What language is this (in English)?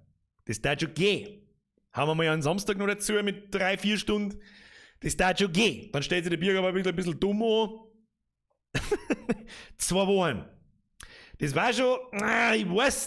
Bavarian